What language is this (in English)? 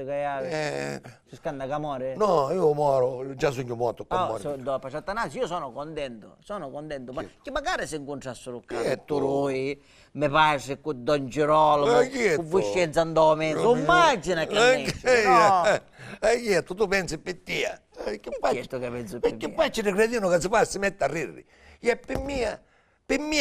Sicilian